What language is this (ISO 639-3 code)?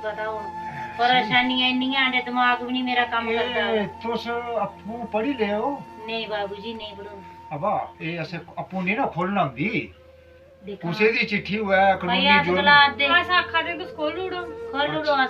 doi